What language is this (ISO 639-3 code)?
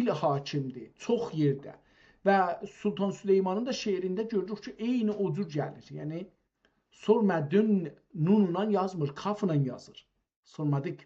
azb